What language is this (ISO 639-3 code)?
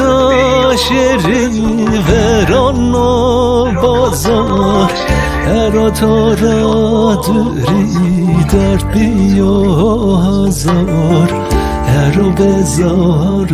zza